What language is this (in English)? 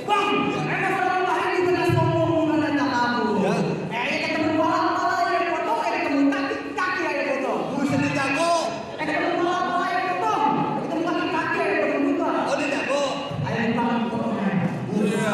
Betawi